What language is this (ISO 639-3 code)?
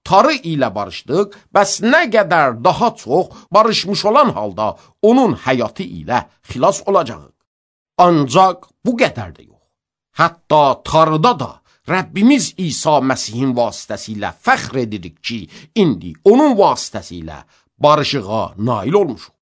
aze